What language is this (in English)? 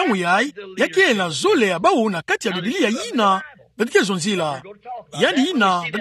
Kituba (Democratic Republic of Congo)